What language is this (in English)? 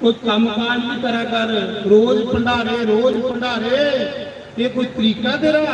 Dogri